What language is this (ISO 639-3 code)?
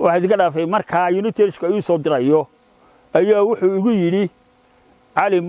som